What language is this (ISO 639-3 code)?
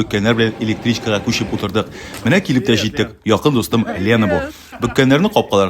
tat